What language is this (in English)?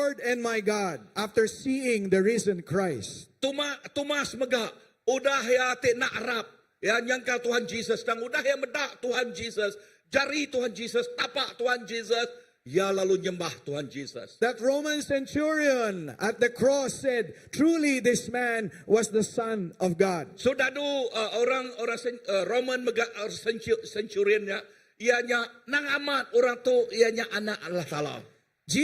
Iban